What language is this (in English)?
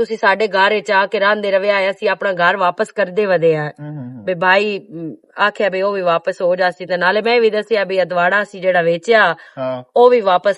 Western Panjabi